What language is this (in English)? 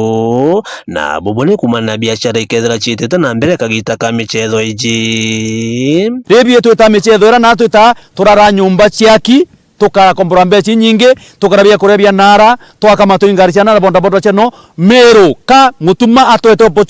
Meru